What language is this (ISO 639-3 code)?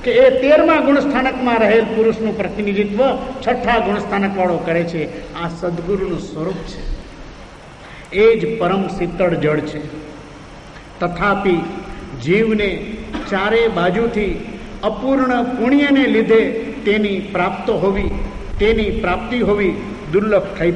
guj